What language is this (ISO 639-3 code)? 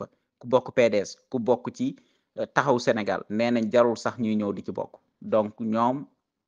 wol